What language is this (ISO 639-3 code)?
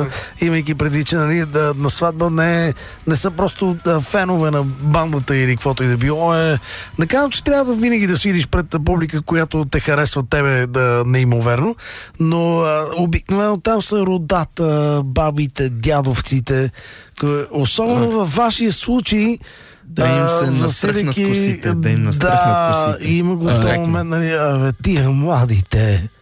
bul